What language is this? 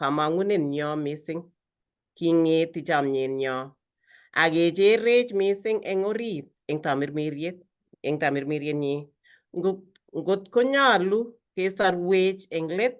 Kalenjin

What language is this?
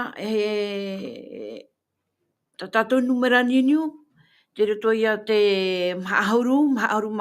Tahitian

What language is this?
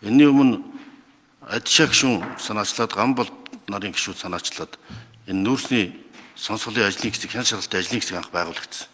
Mongolian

